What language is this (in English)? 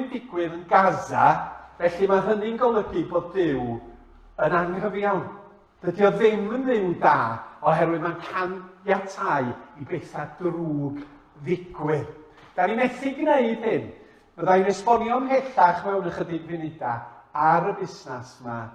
Welsh